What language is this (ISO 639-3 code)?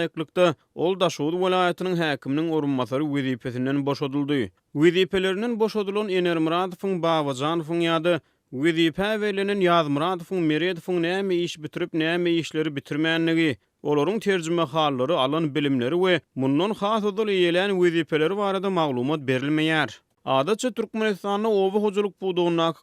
tuk